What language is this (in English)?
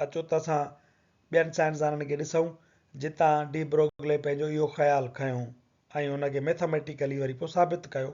Sindhi